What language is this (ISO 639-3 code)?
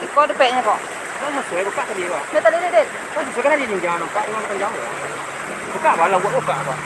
min